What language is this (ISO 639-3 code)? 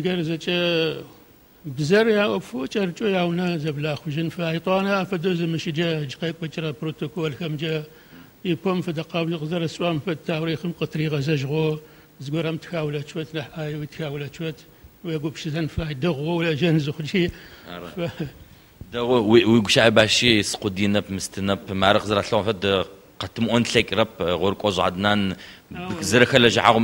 ady